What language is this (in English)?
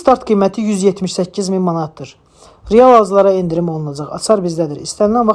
Azerbaijani